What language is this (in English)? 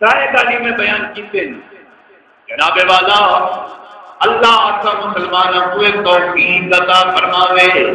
Saraiki